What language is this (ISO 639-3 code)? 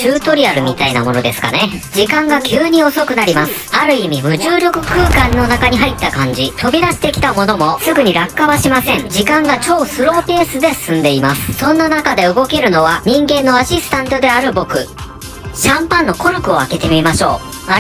jpn